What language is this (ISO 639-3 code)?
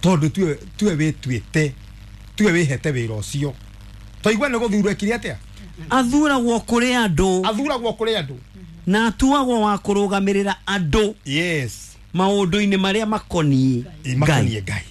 kik